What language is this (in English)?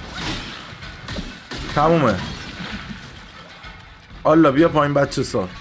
Persian